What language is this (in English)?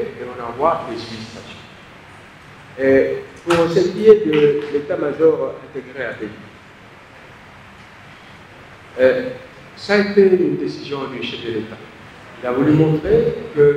French